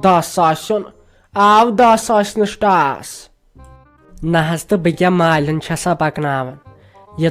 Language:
Kashmiri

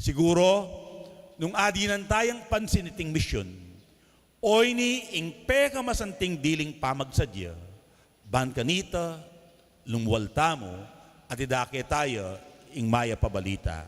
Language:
Pampanga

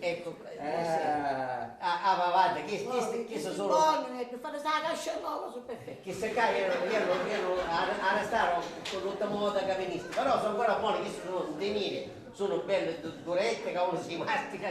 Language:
Sicilian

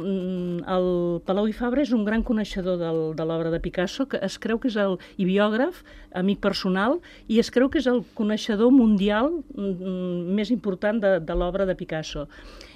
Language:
Catalan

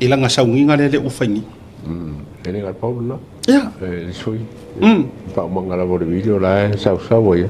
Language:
Samoan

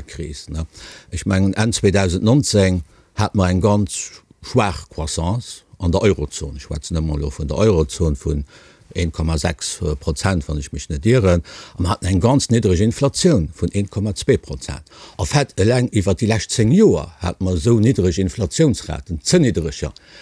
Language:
Luxembourgish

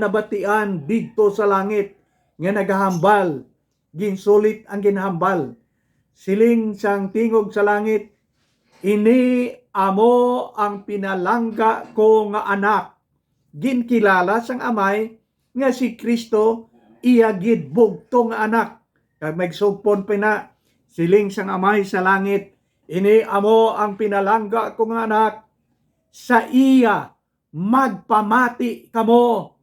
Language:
Hiligaynon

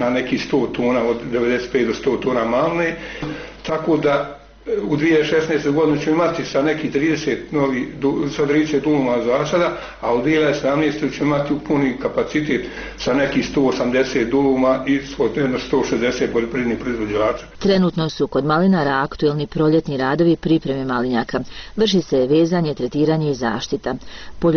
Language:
Bosnian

